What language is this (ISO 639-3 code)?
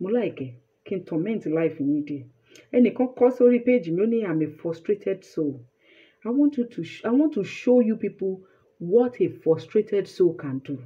yor